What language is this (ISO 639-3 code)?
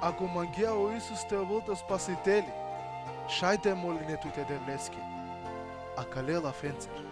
rmn